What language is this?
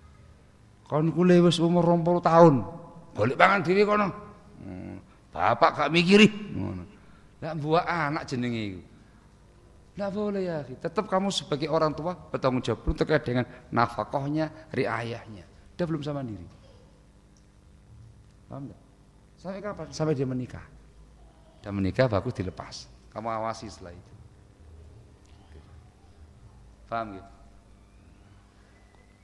Indonesian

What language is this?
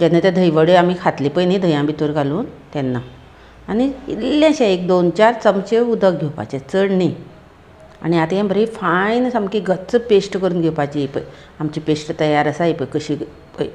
Konkani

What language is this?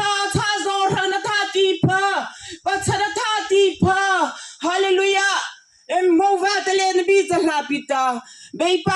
Mara Chin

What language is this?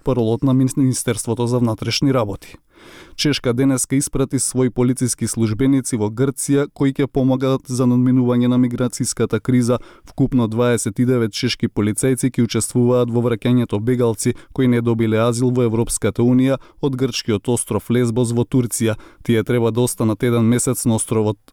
Macedonian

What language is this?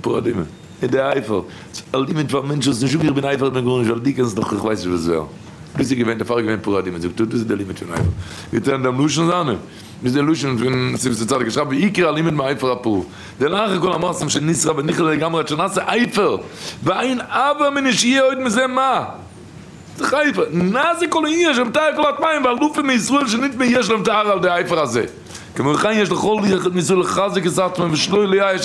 Yiddish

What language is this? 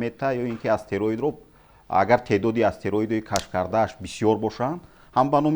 Tajik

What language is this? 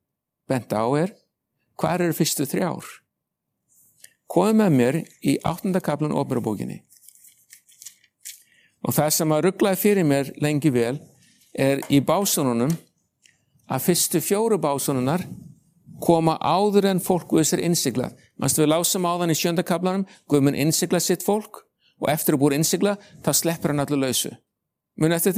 Icelandic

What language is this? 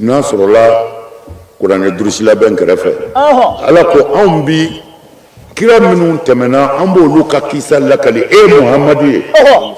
Bambara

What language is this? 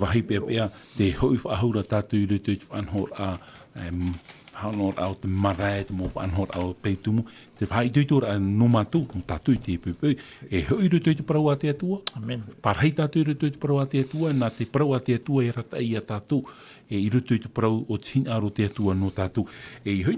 Tahitian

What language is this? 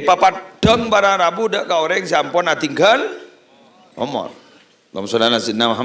Madurese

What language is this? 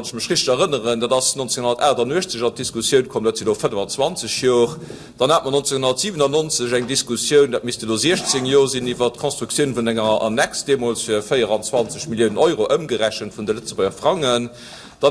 Luxembourgish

